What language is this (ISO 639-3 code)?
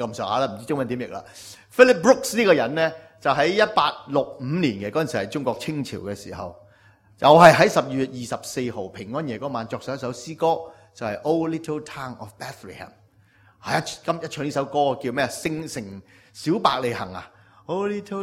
yue